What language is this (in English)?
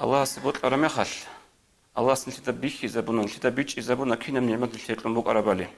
Avaric